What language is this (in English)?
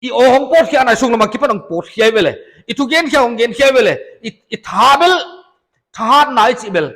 Paite Chin